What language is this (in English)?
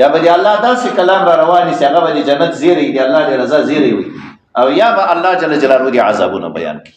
Pashto